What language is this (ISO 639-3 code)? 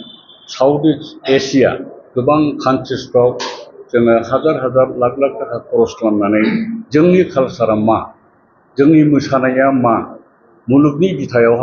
brx